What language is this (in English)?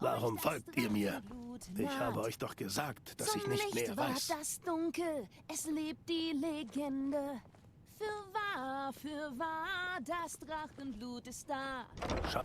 Swiss German